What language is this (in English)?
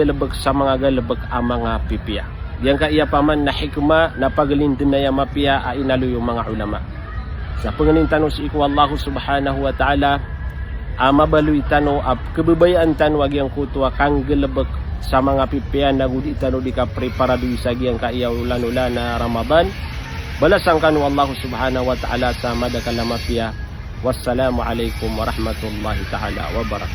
Maranao